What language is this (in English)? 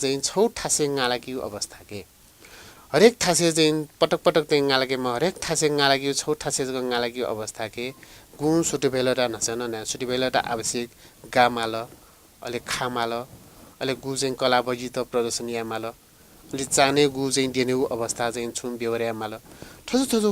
Newari